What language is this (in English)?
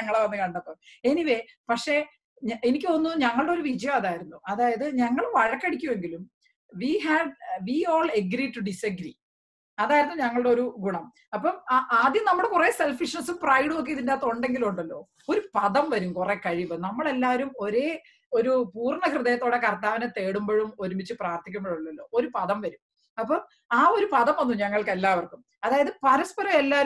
Malayalam